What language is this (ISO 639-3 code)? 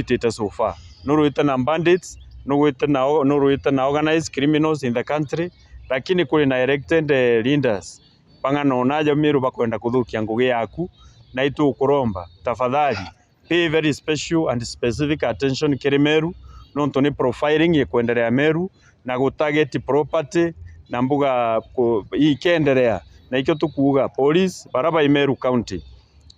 mer